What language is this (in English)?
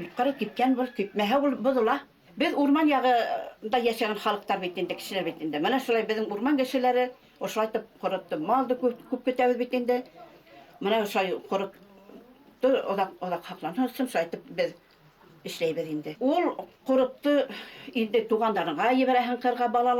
Bashkir